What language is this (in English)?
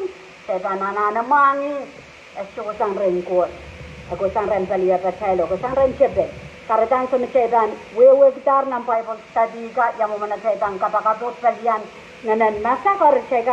Pohnpeian